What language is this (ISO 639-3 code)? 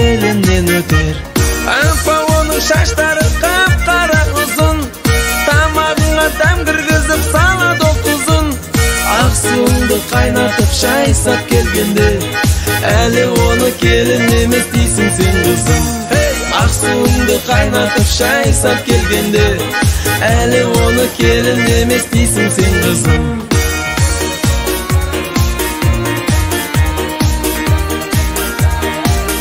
kaz